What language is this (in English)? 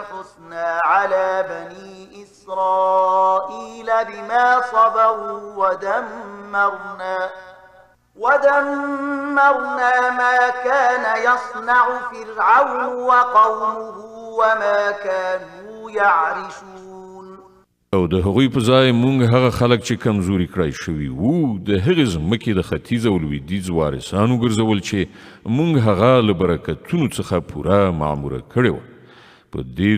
Pashto